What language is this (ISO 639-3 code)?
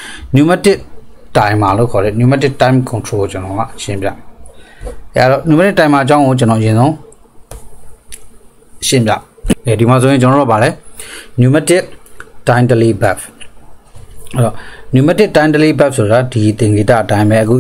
mya